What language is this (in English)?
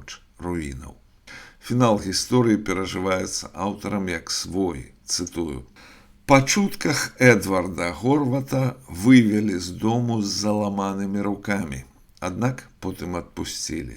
Belarusian